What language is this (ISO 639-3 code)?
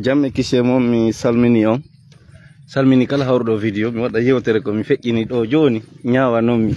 fuf